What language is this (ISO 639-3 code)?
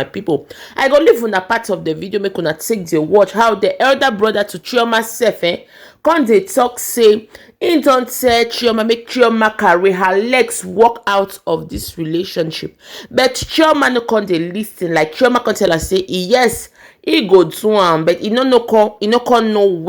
pcm